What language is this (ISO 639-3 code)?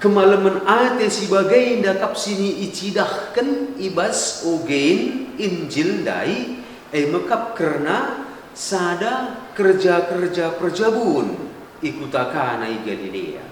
btx